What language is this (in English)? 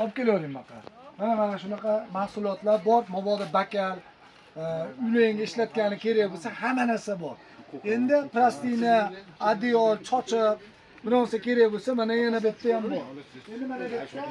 Uzbek